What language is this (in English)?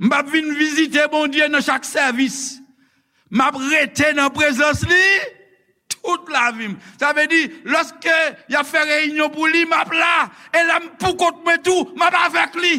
Haitian Creole